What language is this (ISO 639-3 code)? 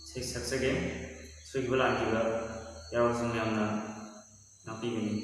mni